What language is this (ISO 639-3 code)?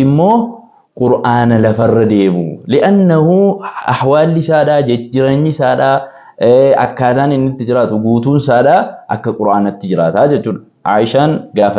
orm